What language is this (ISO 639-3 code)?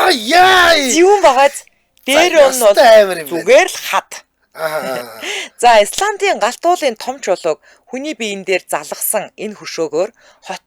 mon